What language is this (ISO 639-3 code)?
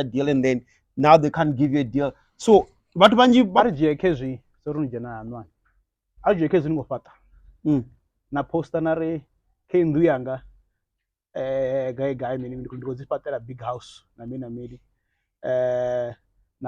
ven